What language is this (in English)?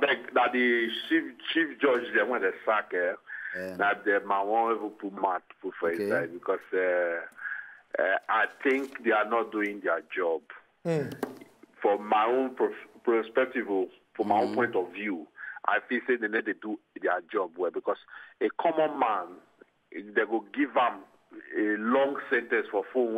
Nigerian Pidgin